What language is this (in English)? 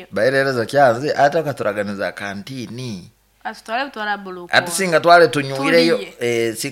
Nyoro